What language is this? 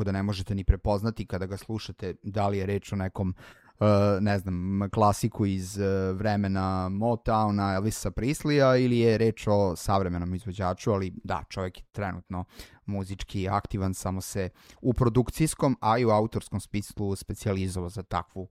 Serbian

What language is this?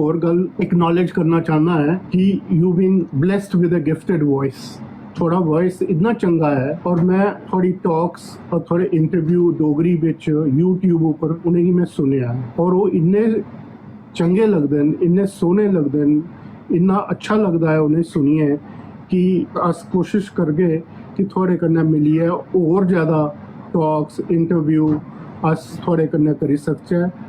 Dogri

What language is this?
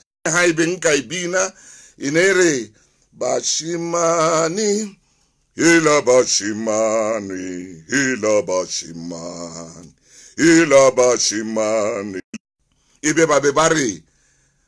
Southern Sotho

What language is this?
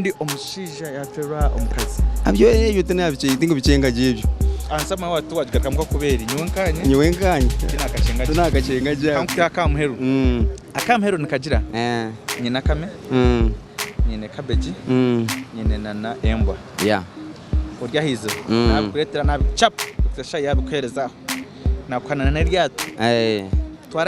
Nyankole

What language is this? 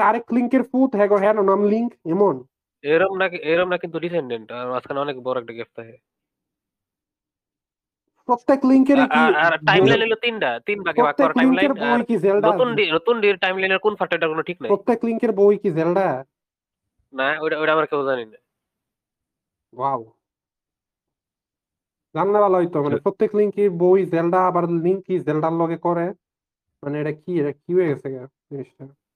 Bangla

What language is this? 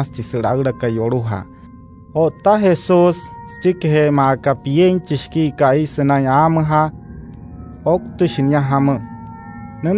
Wayuu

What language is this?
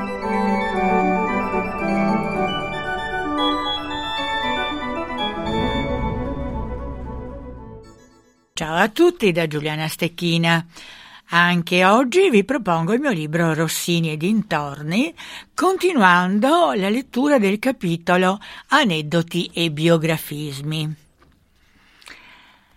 Italian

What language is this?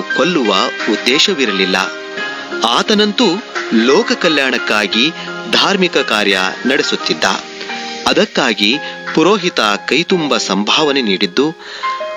Kannada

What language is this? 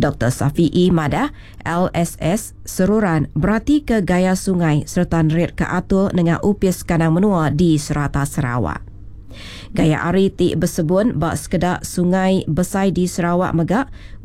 Iban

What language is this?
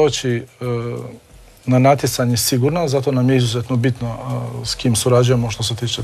Croatian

